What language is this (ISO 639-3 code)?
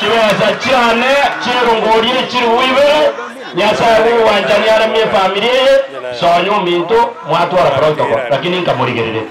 guz